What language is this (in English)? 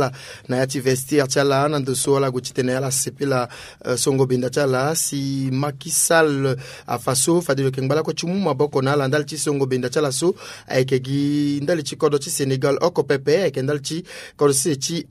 Sango